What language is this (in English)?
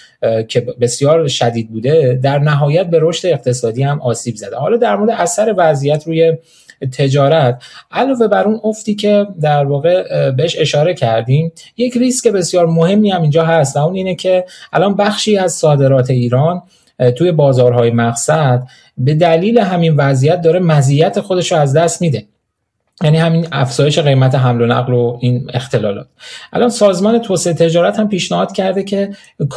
Persian